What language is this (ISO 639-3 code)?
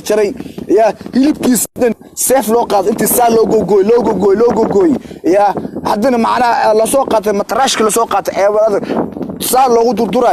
som